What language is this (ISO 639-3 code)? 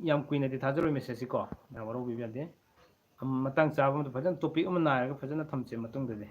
mni